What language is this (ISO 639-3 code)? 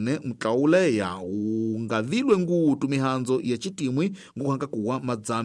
tso